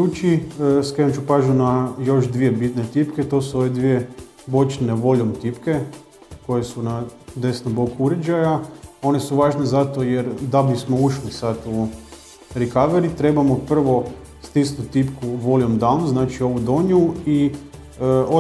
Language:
Croatian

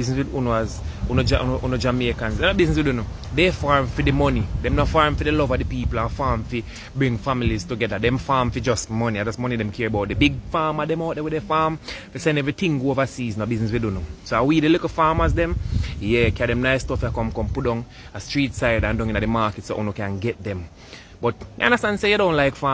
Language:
Jamaican Creole English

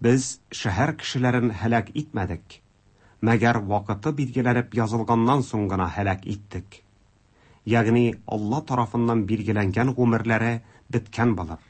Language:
Tatar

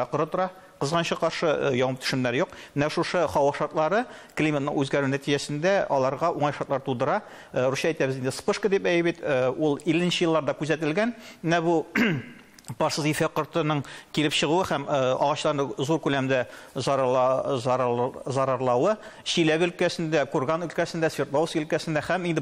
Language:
Tatar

